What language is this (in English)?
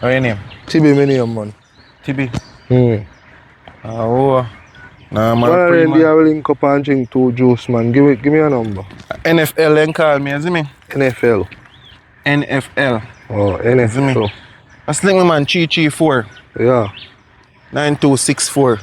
Jamaican Creole English